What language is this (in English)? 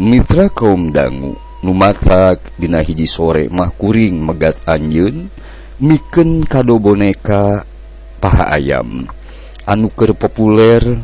Sundanese